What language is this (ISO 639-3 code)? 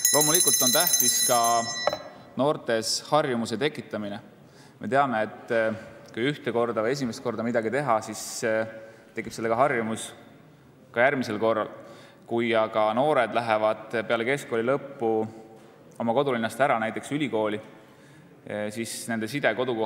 est